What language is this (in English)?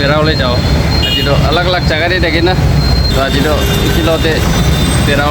Naga Pidgin